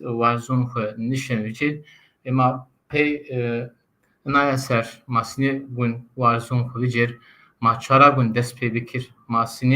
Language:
Zaza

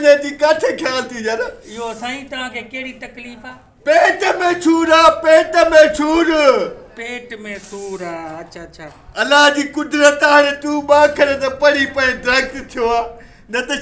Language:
Sindhi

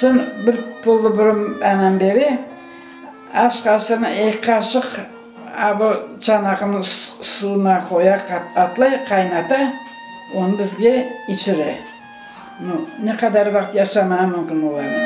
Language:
Crimean Tatar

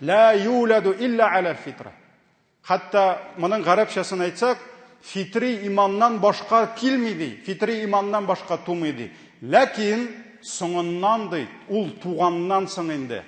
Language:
Tatar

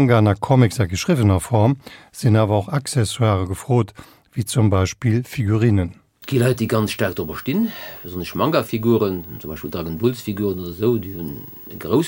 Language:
Luxembourgish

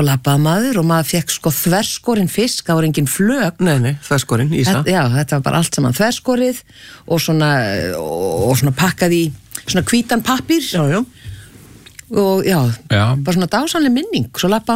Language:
Icelandic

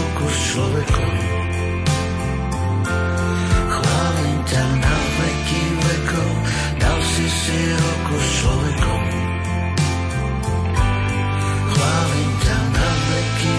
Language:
Slovak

